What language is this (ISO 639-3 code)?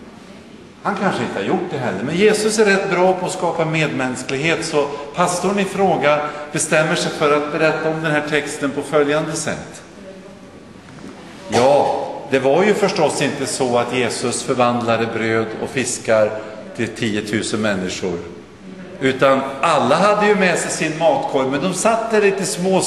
swe